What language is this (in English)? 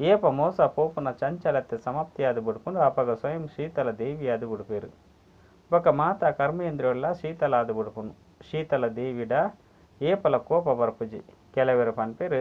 Tulu